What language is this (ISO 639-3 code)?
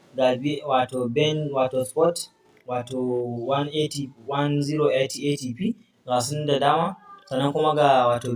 hau